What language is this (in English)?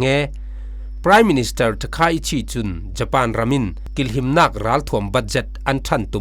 Falam Chin